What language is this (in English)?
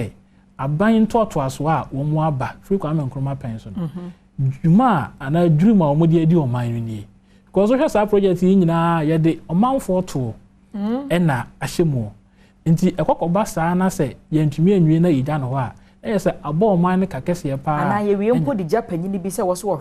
Akan